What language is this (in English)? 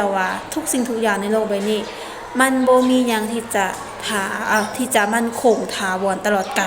Lao